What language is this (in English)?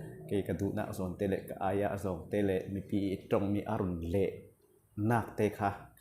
Falam Chin